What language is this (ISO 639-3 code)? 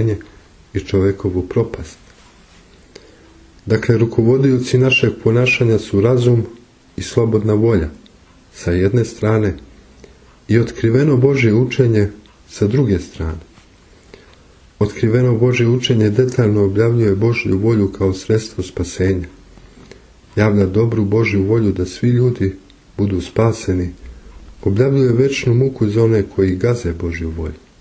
srp